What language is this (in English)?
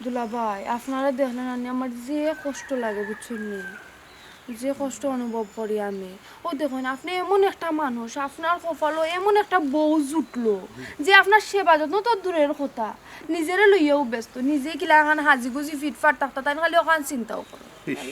Sylheti